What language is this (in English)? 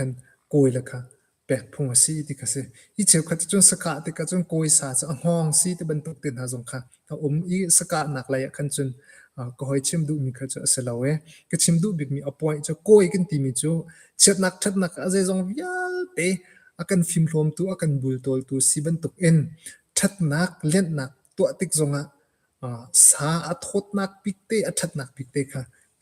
Hakha Chin